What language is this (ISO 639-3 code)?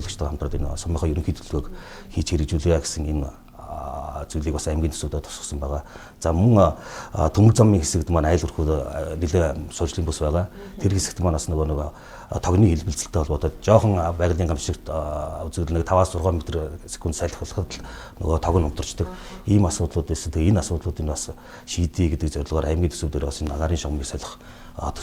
mon